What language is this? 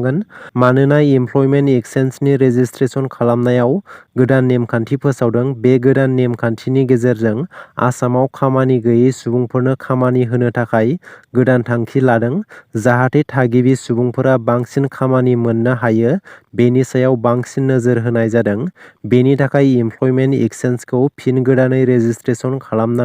Bodo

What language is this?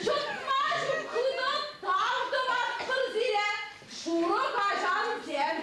Chuvash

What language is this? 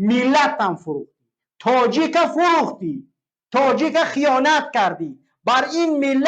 Tajik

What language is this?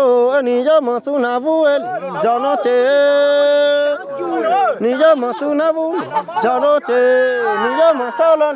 Hmong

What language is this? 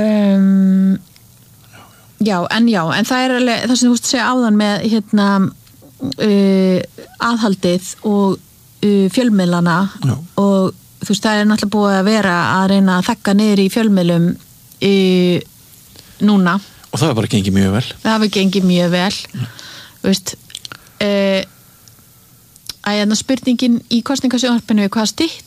Icelandic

